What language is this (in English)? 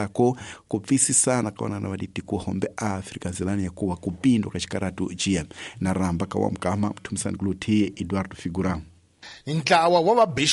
Tsonga